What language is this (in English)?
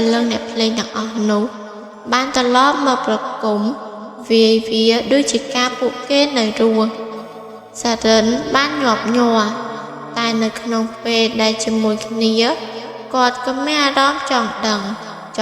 Khmer